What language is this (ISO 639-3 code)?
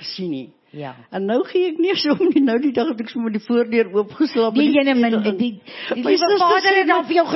afr